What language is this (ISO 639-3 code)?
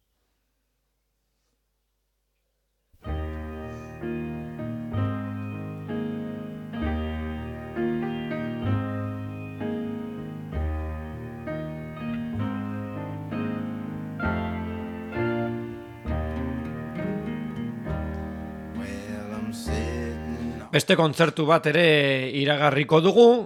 eus